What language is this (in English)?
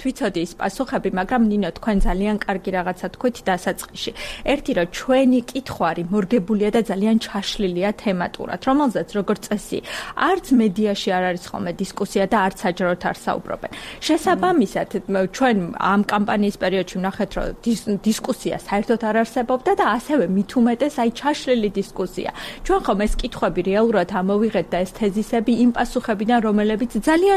Georgian